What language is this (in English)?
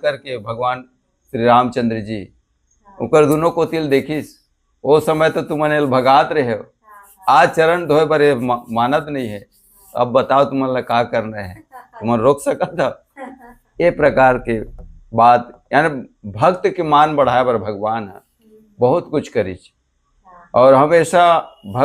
Chhattisgarhi